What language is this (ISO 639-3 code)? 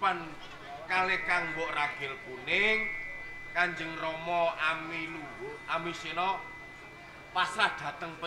jav